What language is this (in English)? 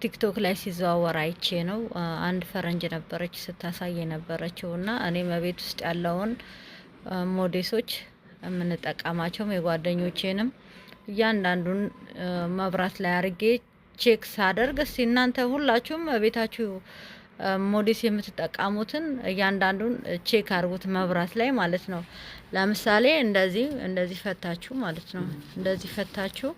Amharic